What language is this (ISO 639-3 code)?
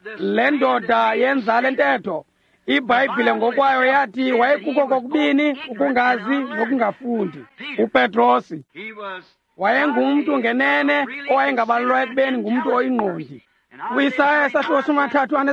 xho